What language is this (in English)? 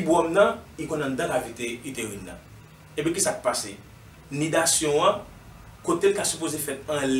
Haitian Creole